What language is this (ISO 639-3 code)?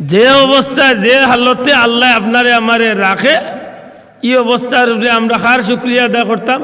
syl